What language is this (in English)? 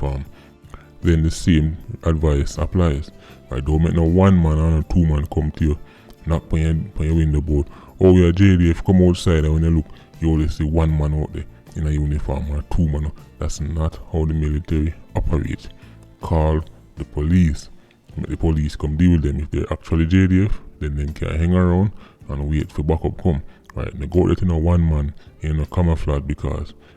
Jamaican Creole English